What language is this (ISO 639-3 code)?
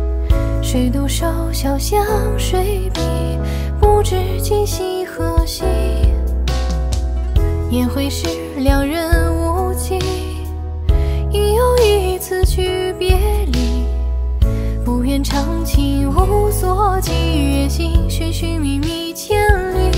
zho